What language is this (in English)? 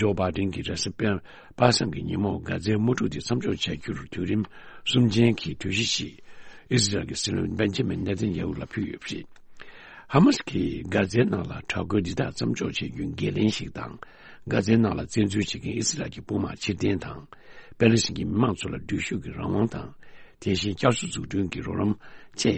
Tibetan